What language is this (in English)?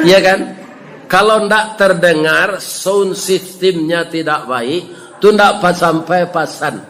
Minangkabau